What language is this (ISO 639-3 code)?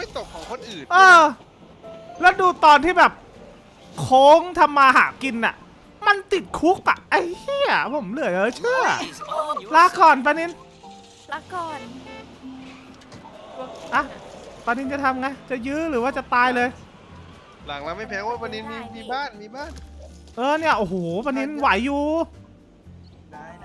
tha